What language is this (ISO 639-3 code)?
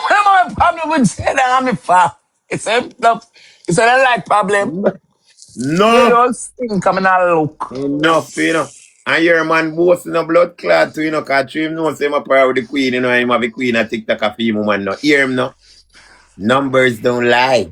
jam